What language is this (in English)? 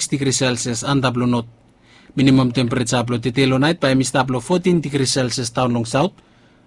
Bislama